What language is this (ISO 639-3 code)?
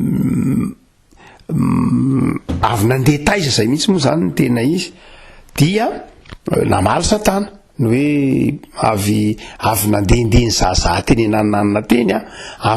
mlg